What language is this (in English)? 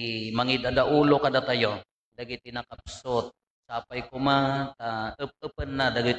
Iloko